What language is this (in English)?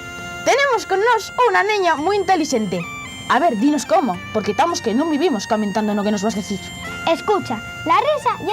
Asturian